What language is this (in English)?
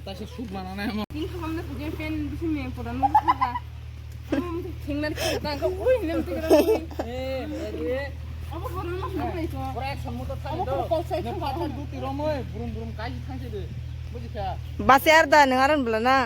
Kok Borok